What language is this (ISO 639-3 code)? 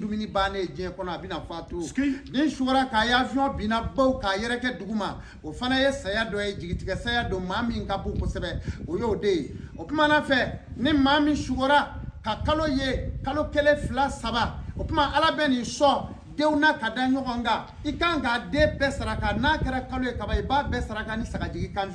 bam